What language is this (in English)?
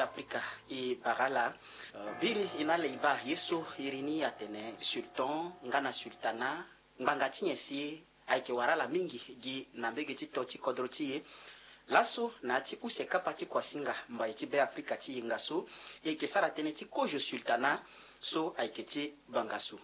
Sango